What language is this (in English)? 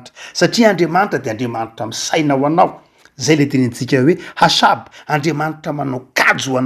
Malagasy